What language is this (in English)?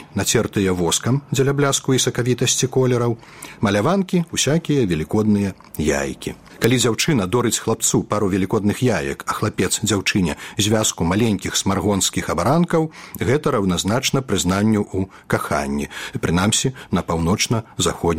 Belarusian